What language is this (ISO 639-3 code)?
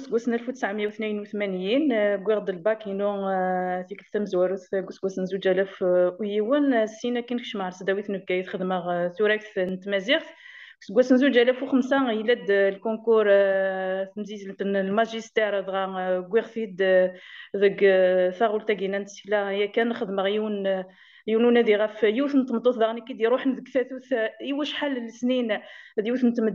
kab